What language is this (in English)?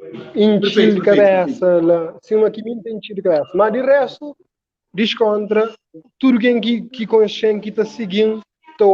Kabuverdianu